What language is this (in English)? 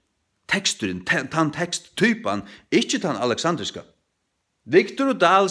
Faroese